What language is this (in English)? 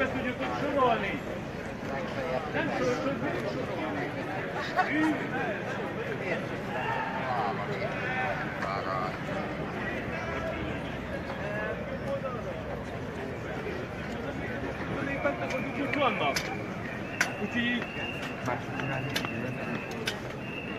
Hungarian